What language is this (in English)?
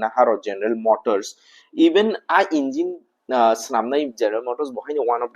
Kok Borok